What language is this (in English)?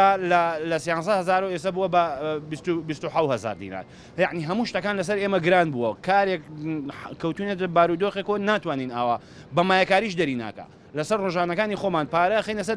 Central Kurdish